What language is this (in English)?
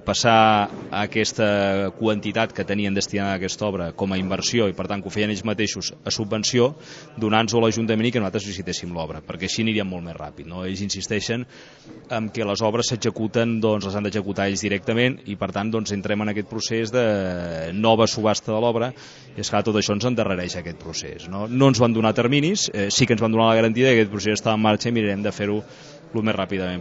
Catalan